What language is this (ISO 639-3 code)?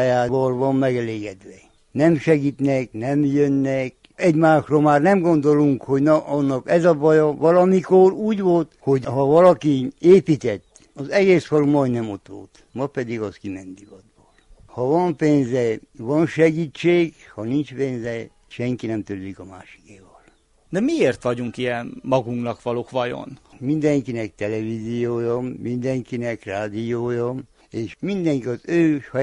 hun